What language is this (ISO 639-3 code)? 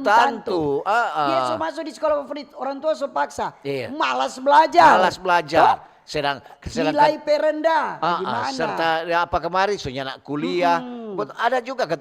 xmm